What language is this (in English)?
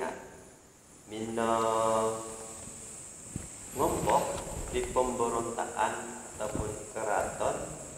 Central Dusun